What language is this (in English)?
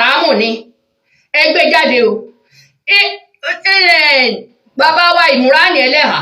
Yoruba